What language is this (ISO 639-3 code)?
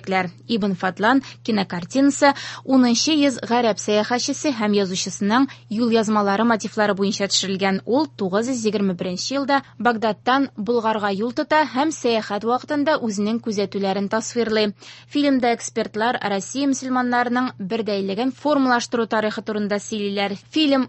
tat